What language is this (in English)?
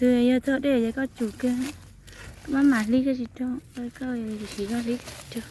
Hmong